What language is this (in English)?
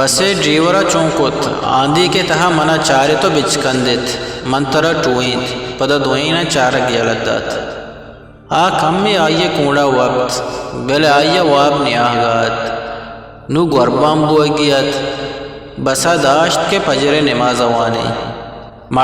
Eastern Balochi